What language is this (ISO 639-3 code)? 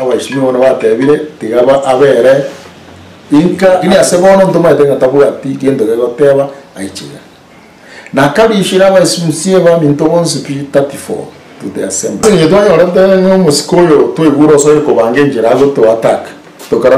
guz